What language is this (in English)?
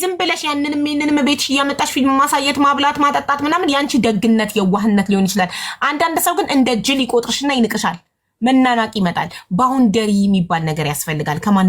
Amharic